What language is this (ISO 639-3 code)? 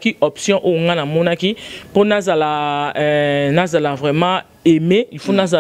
lin